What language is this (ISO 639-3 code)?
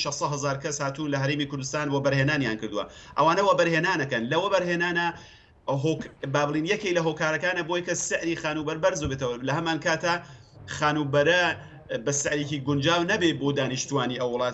ckb